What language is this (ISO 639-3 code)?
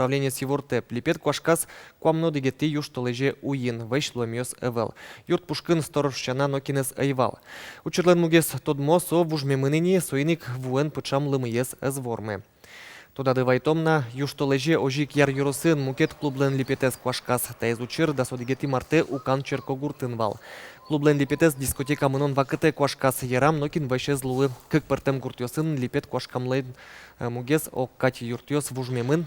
udm